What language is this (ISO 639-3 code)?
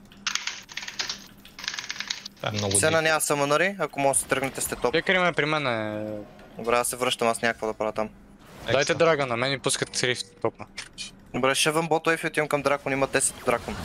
bul